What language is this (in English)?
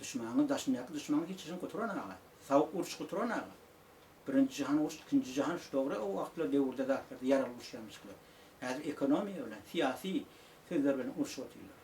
Turkmen